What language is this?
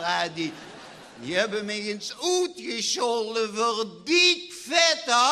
Limburgish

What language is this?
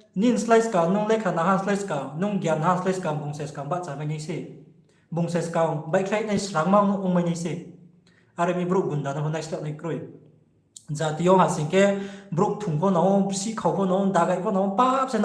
Riang (India)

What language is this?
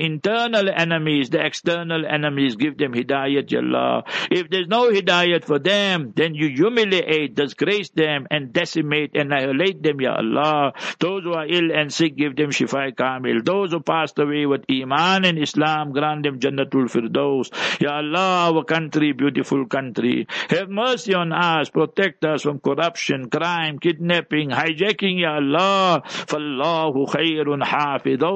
English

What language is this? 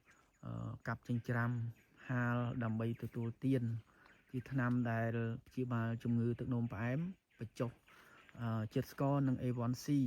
Khmer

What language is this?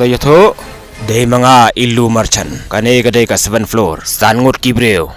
Khasi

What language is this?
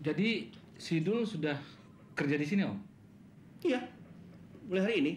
Betawi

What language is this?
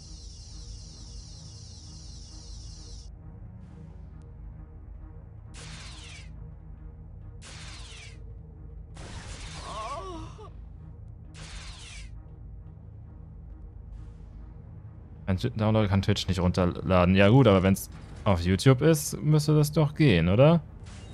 German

